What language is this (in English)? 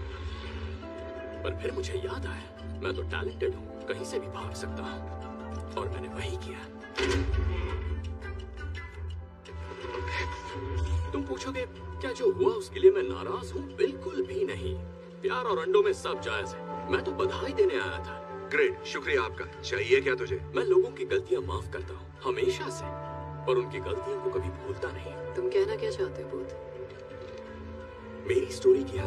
Hindi